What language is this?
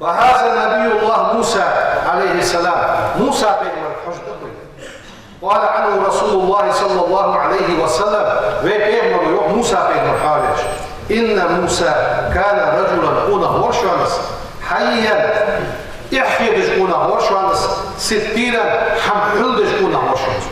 Ingush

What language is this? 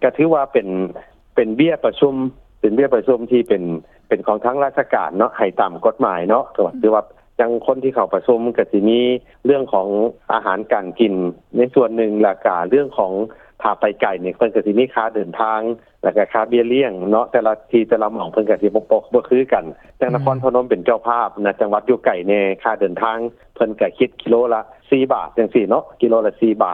Lao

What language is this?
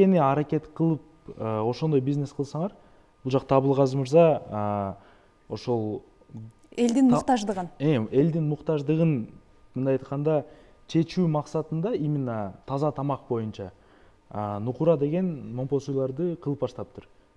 Kyrgyz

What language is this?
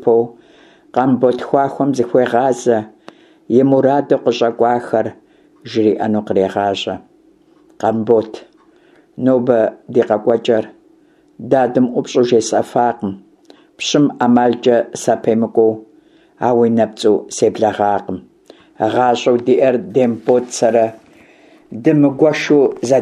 Kabardian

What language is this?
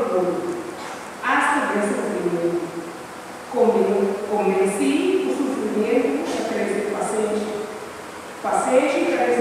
Papiamento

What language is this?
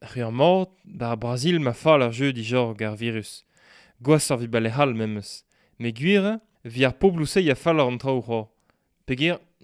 Breton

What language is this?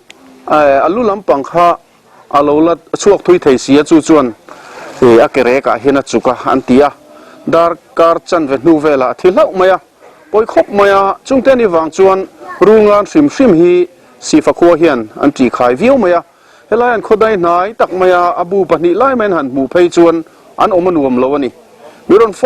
Mizo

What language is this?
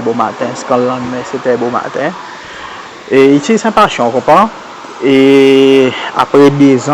Seselwa Creole French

